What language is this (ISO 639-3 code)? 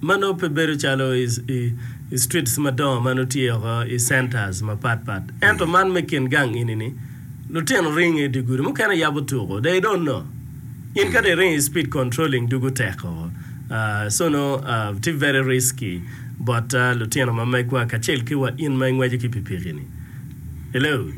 ach